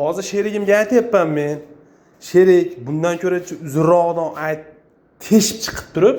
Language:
Uzbek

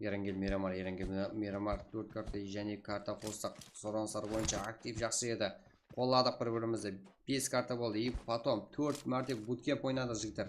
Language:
Kara-Kalpak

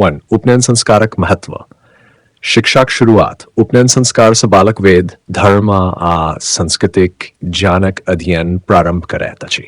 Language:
Maithili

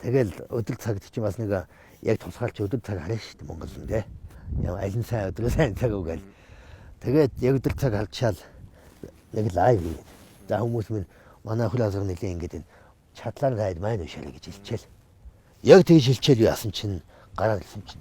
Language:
Mongolian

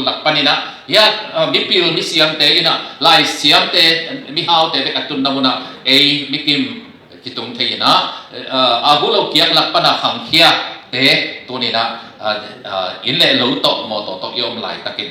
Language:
Tedim Chin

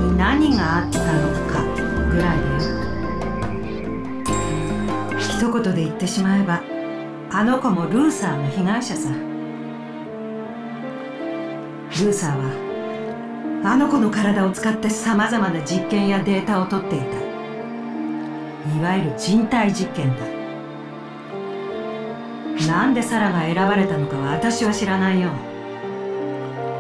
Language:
Japanese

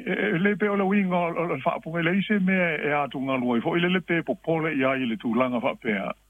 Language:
Samoan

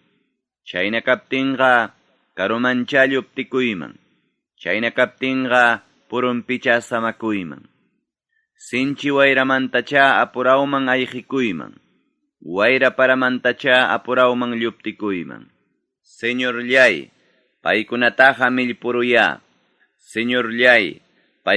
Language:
Ayacucho Quechua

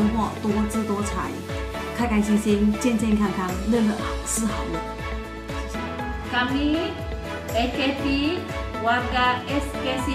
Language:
Chinese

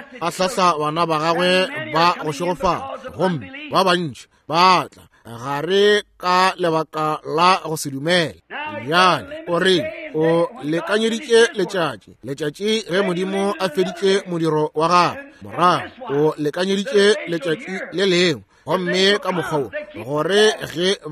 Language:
Northern Sotho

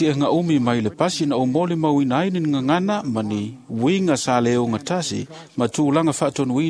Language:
Samoan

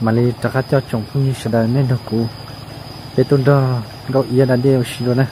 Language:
Hmong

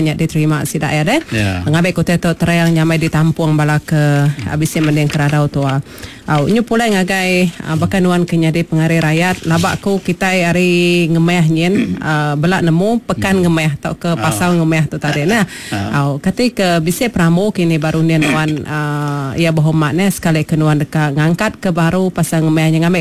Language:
Iban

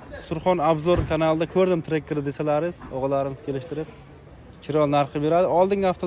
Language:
Uzbek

